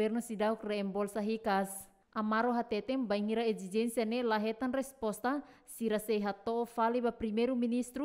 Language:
Tetum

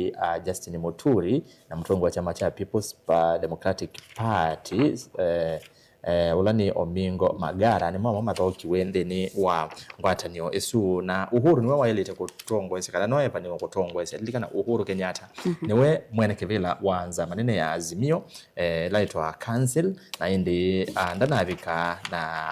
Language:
Kamba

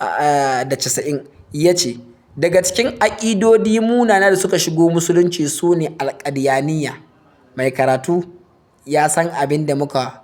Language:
Hausa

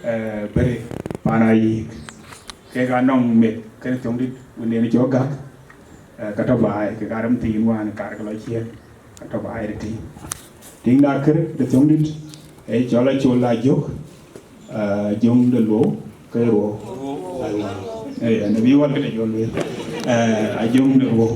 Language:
Dinka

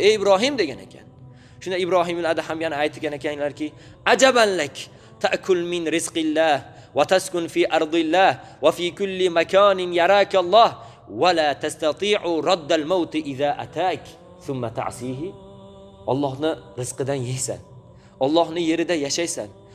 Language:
Uzbek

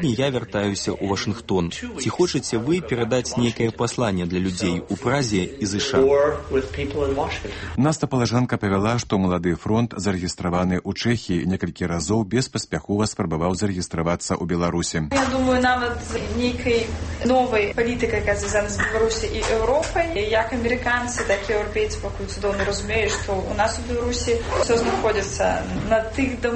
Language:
Belarusian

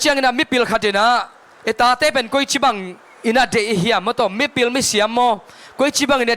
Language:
Tedim Chin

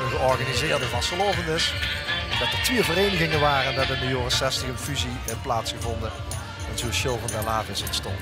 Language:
Limburgish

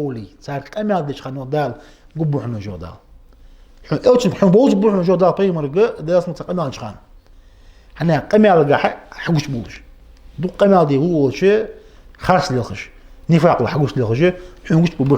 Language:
Ingush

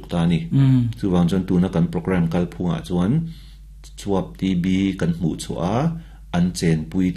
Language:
Mizo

